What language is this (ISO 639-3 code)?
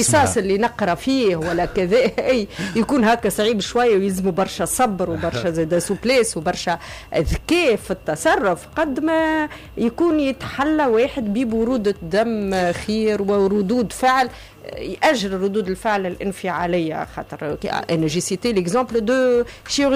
aeb